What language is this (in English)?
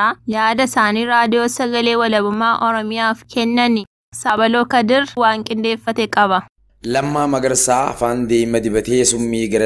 Oromo